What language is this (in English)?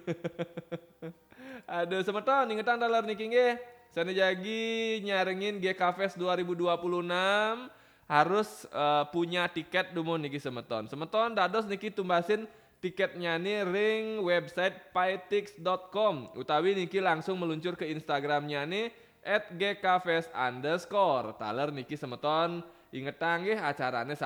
Balinese